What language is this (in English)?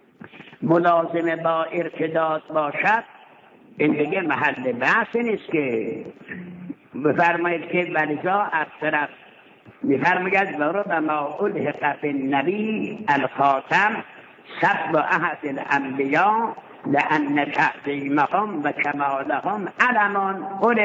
Persian